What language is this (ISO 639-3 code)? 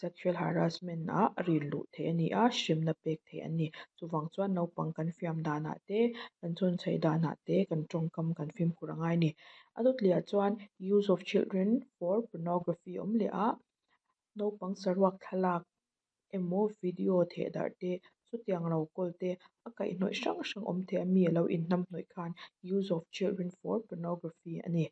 lus